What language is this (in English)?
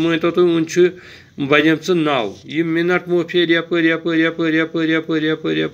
Kashmiri